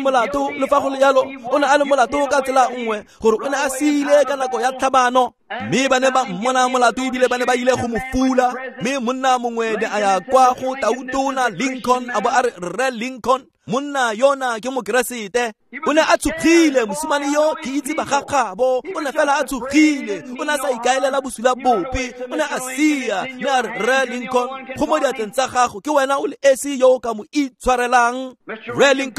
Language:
Tswana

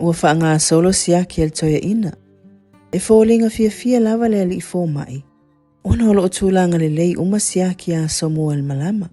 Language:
Samoan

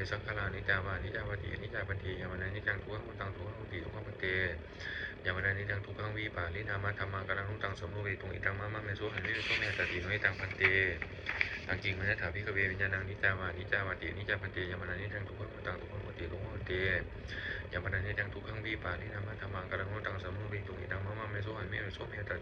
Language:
Pali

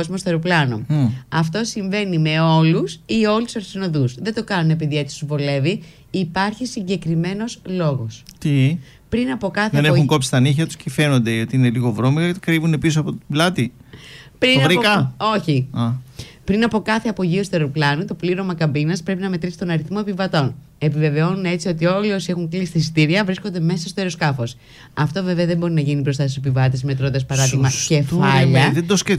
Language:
Greek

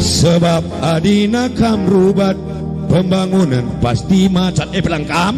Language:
Batak Karo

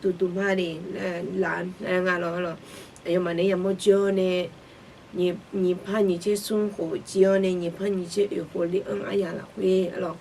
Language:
Akha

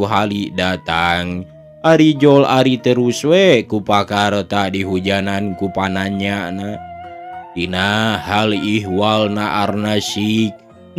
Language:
Sundanese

